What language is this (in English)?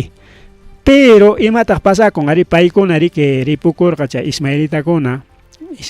Ayacucho Quechua